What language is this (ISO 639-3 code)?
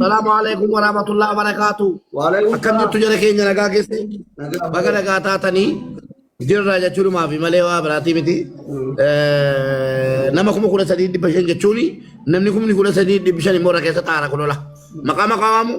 orm